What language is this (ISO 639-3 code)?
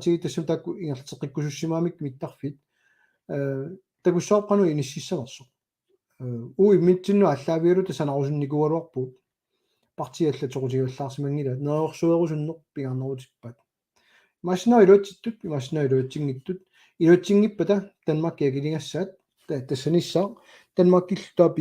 kal